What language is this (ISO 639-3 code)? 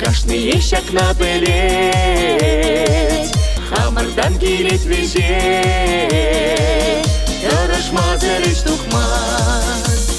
chv